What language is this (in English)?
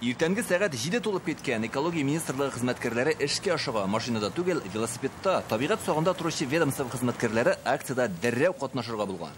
Tatar